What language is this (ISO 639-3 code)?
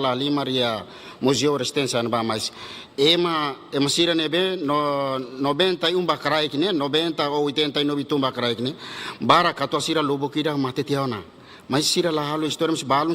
tet